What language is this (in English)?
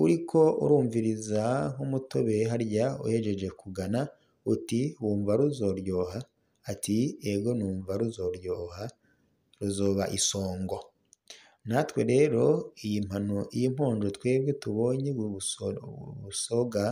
Rundi